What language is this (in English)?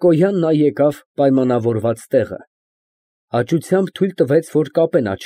Armenian